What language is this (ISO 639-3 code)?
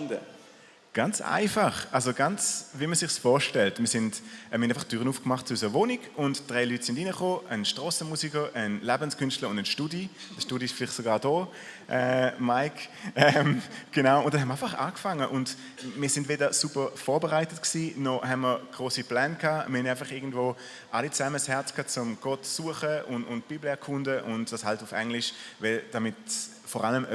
gsw